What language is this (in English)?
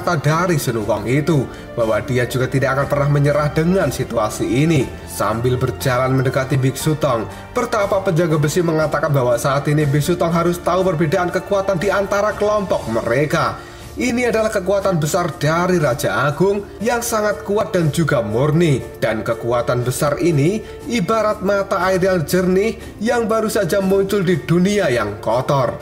Indonesian